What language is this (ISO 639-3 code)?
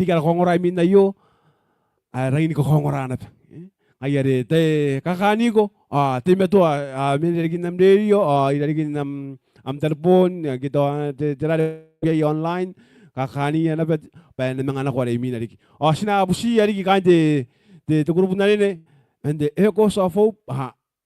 gil